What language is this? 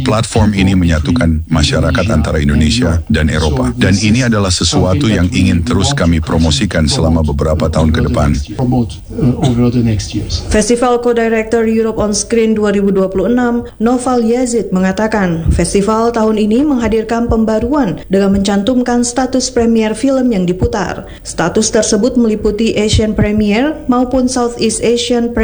Indonesian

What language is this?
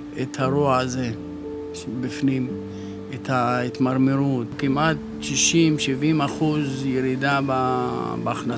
Hebrew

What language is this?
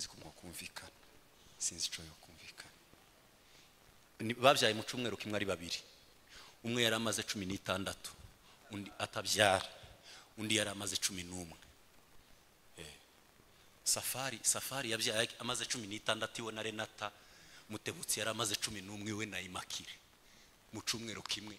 Kinyarwanda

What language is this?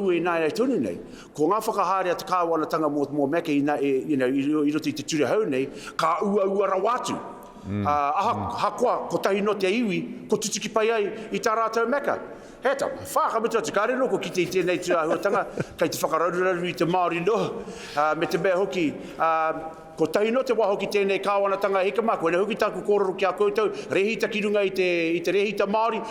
Māori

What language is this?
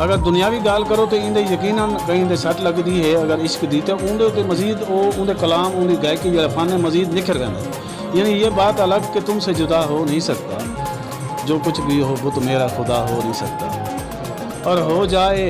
Saraiki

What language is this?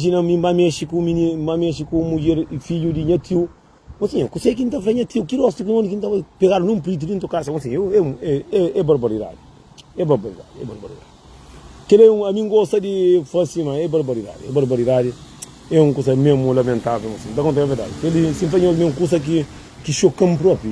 Kabuverdianu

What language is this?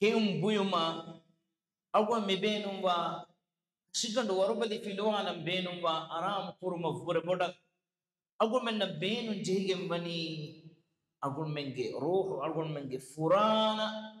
Divehi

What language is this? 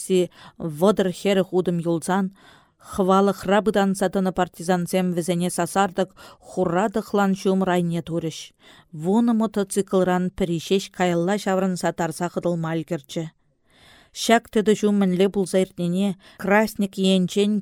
Chuvash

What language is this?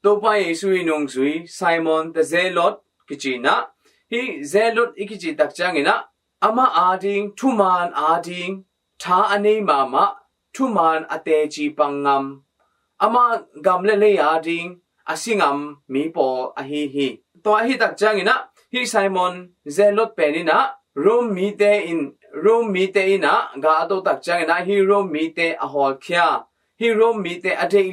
Tedim Chin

